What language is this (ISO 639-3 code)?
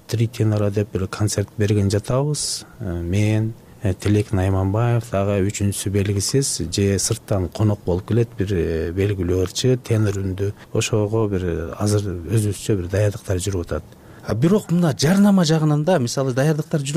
kir